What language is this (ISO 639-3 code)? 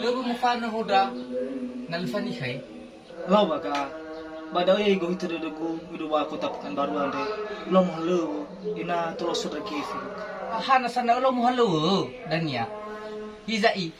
nia